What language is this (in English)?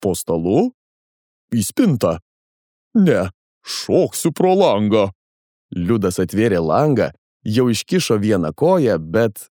Lithuanian